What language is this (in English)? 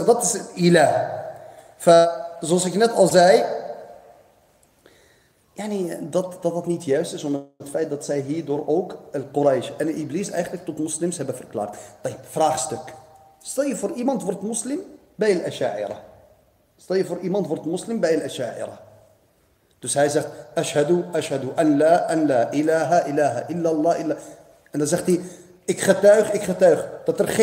Dutch